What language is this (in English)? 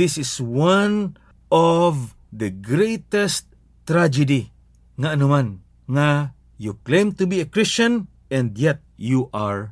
Hiligaynon